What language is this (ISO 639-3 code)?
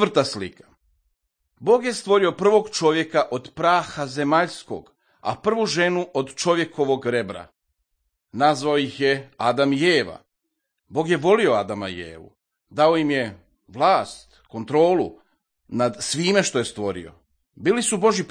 hrv